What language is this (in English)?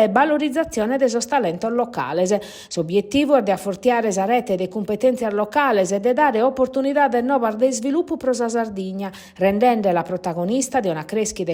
Sardinian